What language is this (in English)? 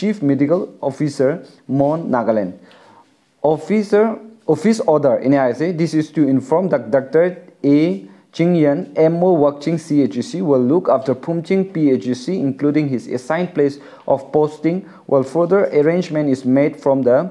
Naga Pidgin